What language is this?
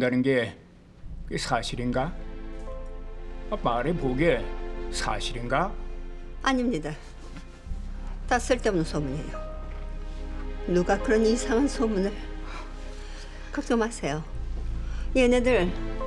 Korean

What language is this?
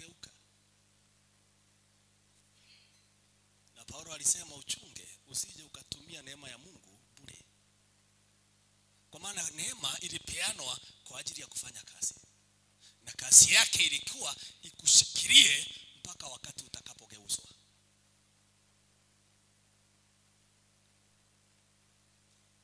Swahili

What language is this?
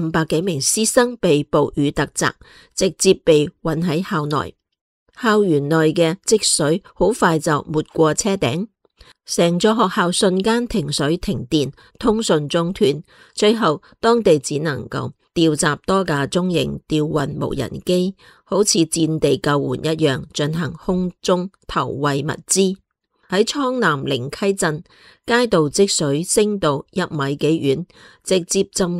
Cantonese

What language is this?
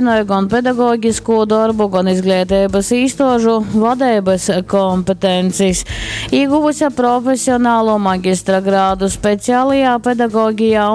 Latgalian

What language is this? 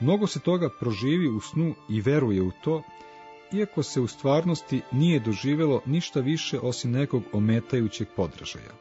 Serbian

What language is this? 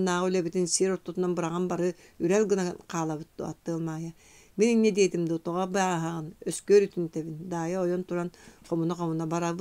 Yakut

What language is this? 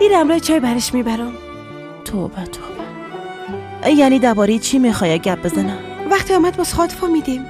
Persian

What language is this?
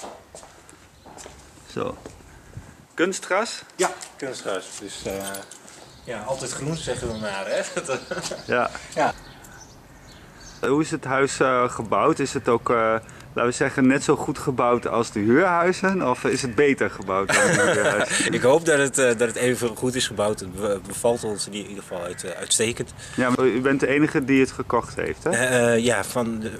Dutch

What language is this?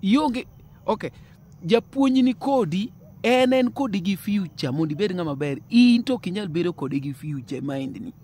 Luo (Kenya and Tanzania)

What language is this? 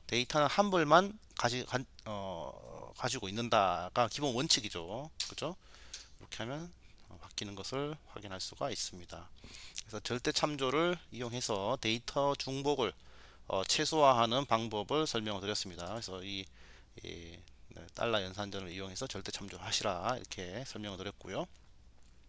Korean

